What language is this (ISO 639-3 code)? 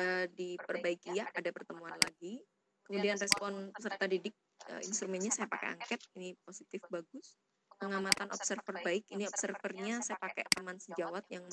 ind